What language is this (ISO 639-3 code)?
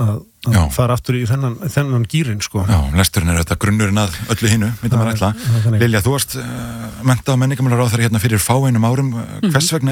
isl